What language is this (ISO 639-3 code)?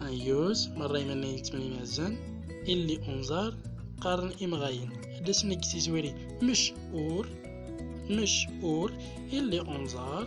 tzm